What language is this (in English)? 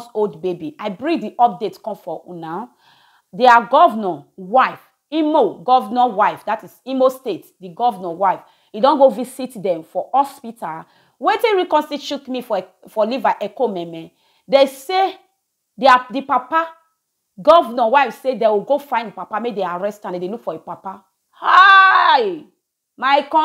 Nigerian Pidgin